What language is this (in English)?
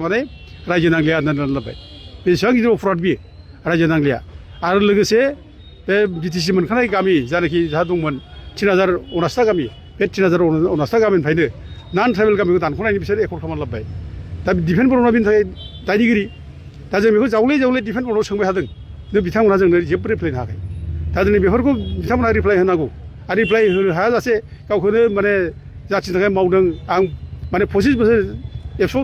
Bodo